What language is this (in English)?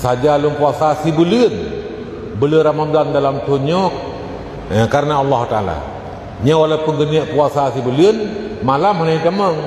Achinese